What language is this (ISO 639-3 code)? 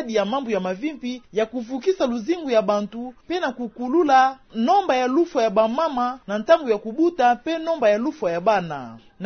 ktu